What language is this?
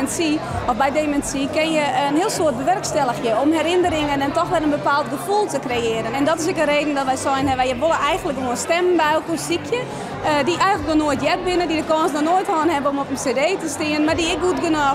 Western Frisian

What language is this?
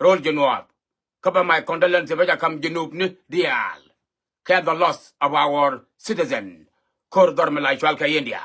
Nuer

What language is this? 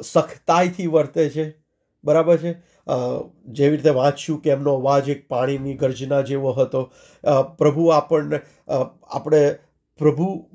Gujarati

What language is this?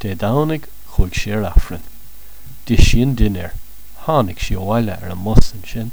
Irish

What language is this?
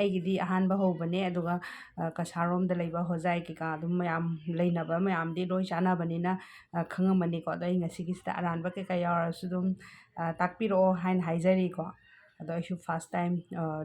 Manipuri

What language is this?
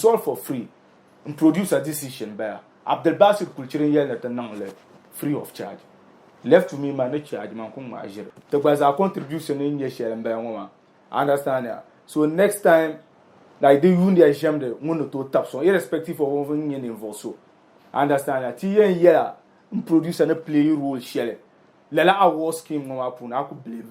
Dagbani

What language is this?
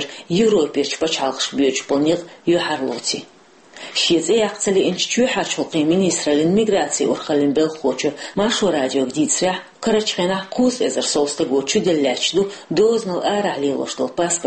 Chechen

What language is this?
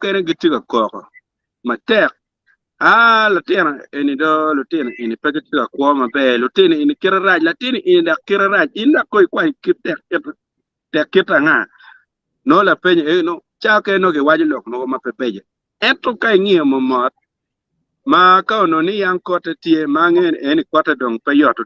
Acoli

